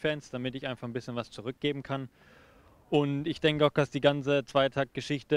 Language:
German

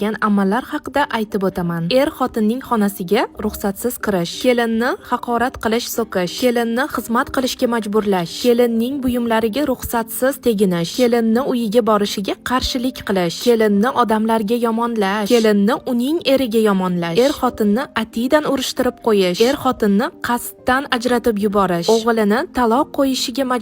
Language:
Uzbek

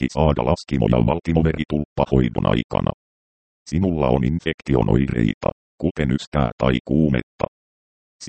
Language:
Finnish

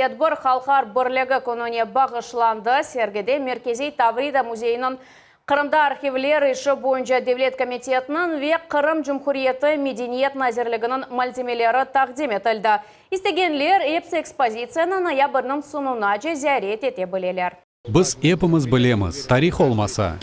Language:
Crimean Tatar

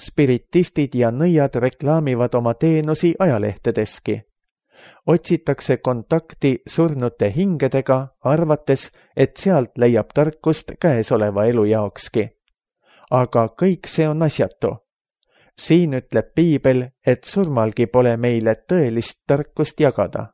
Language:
Estonian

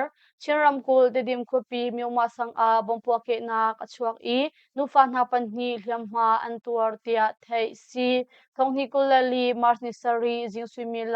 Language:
Hakha Chin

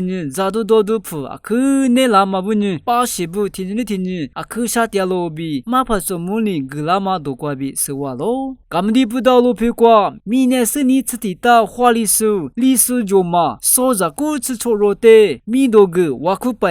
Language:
Lisu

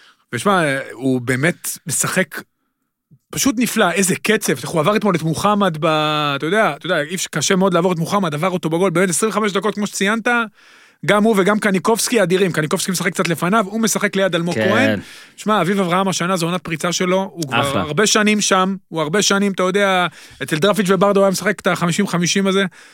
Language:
Hebrew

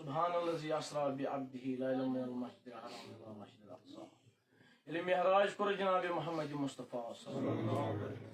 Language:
Kashmiri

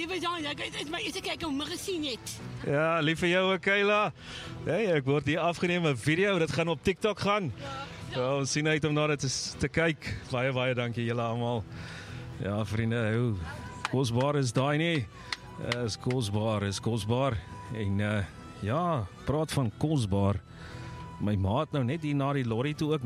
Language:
Afrikaans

